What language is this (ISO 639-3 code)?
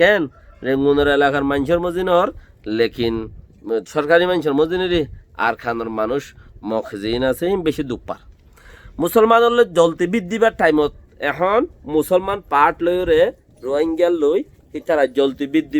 rhg